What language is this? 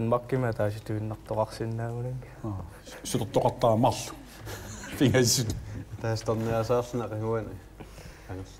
Kalaallisut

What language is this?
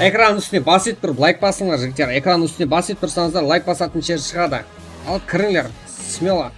Kara-Kalpak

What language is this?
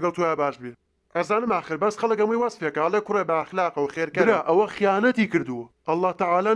Central Kurdish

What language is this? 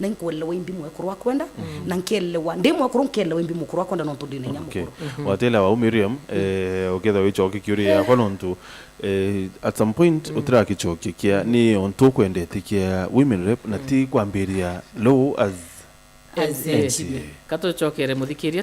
Meru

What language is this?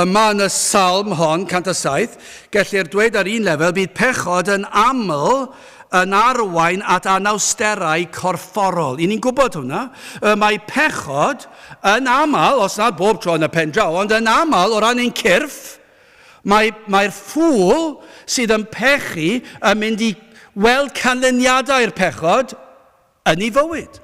Welsh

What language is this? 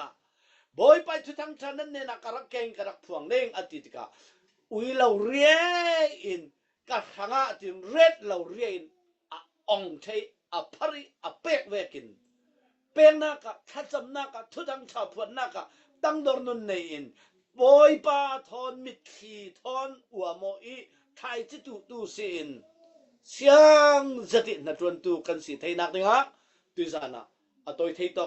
Falam Chin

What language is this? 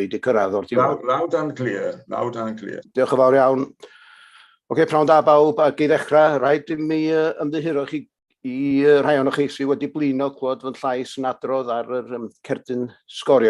Welsh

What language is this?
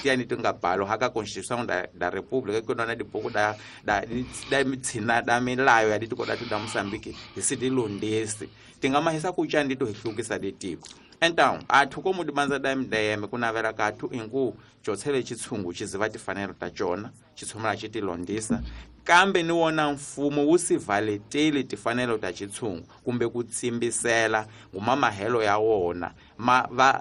Tsonga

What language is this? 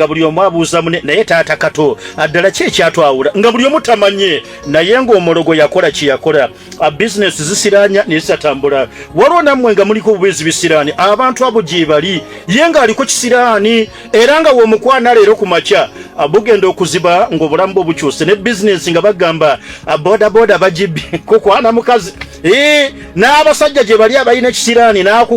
Ganda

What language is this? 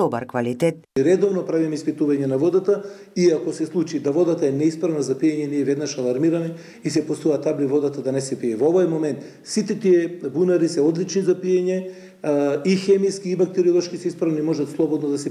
Macedonian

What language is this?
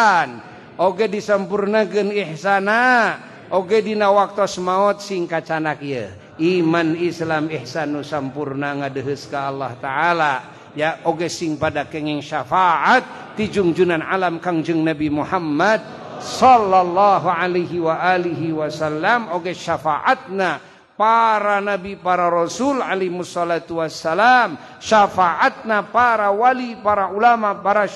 Sundanese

